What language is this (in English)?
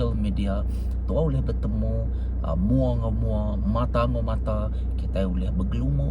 Iban